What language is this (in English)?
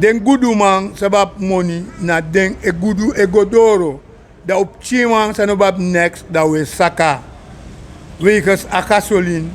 Sranan Tongo